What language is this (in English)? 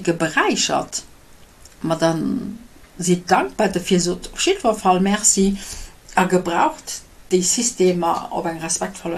Luxembourgish